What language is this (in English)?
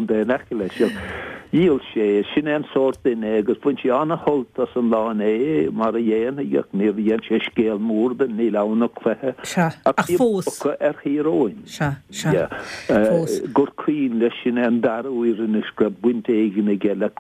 Irish